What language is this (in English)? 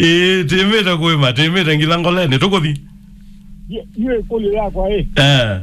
Kamba